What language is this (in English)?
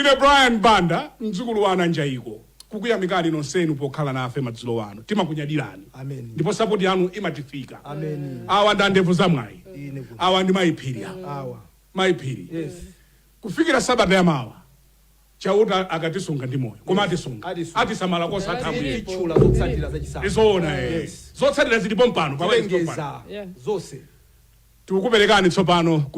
Nyanja